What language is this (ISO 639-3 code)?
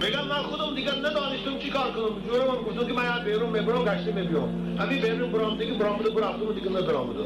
tgk